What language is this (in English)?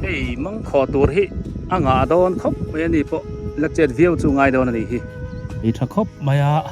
Biete